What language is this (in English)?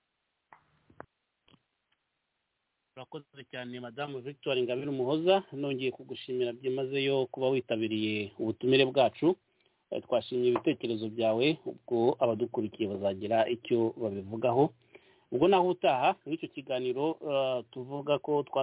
Kinyarwanda